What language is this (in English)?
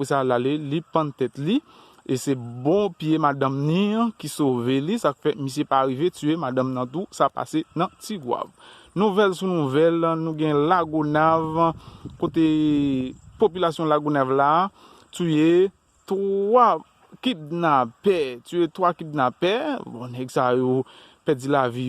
Haitian Creole